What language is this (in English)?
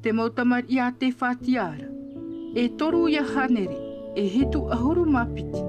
Tahitian